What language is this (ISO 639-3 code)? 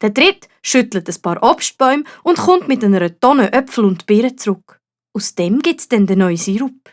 gsw